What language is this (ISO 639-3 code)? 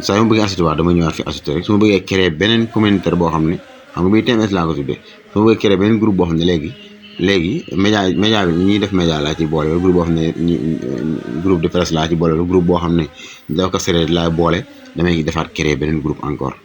wol